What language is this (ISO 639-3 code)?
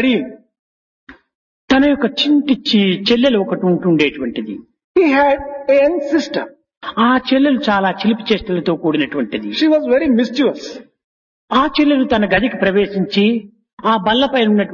tel